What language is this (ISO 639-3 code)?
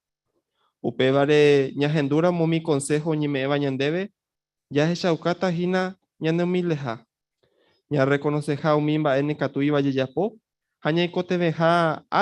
grn